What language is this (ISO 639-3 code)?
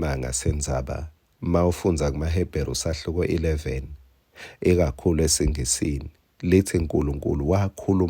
ssw